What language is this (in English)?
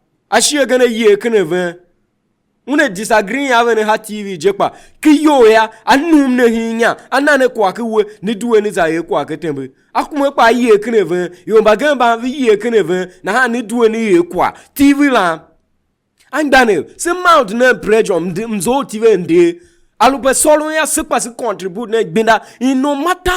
Tiv